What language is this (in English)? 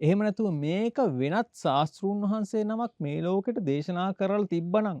Sinhala